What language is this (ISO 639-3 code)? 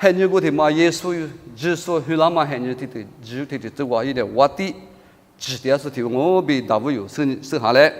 lis